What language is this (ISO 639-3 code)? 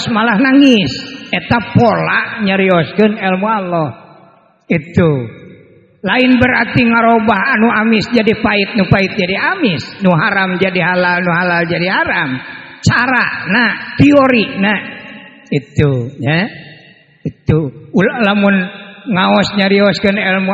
sun